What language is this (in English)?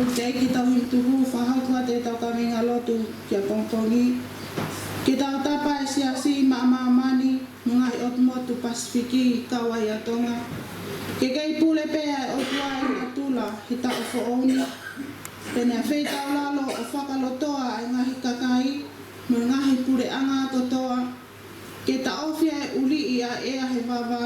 Tongan